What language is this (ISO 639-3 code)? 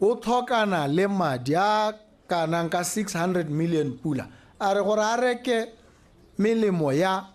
tsn